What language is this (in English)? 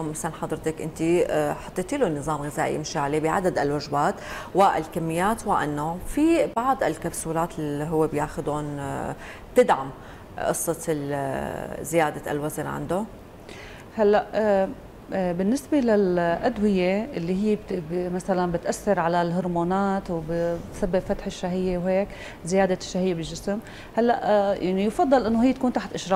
North Levantine Arabic